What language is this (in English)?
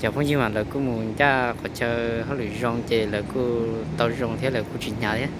Hmong